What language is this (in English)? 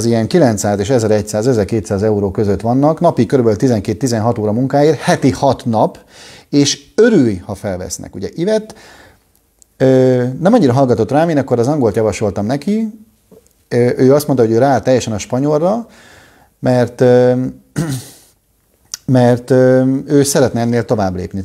Hungarian